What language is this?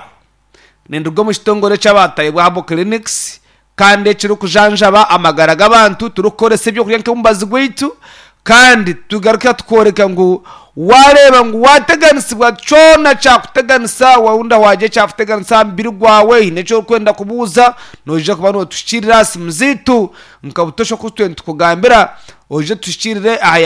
Nyankole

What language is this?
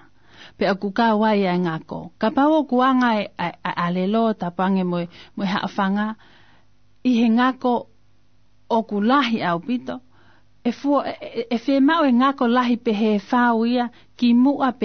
Tongan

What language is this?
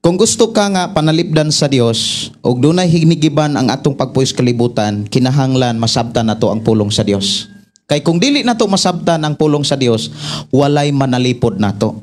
Cebuano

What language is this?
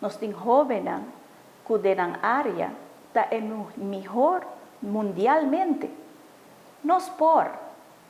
Papiamento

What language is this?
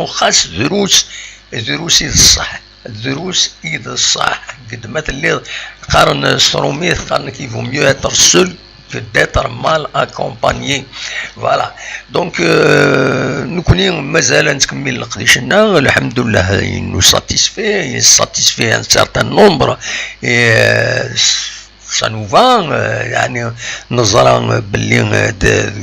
Kabyle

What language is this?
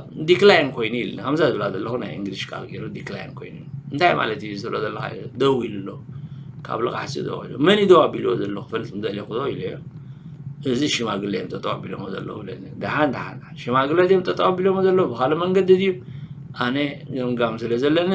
Tigrinya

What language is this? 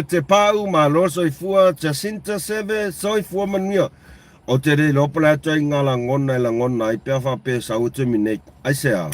Samoan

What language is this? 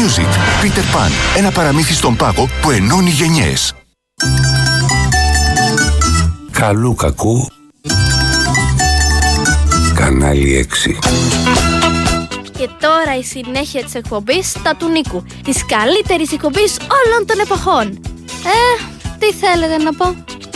Greek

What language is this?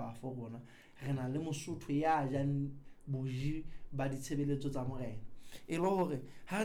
Southern Sotho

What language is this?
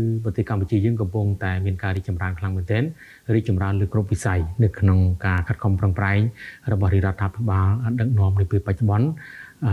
Khmer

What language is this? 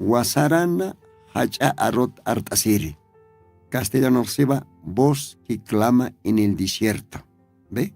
Aymara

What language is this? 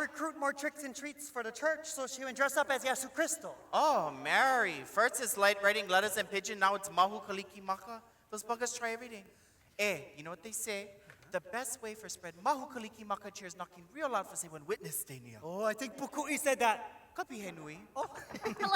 Hawaiian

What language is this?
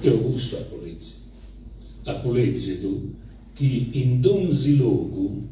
Sardinian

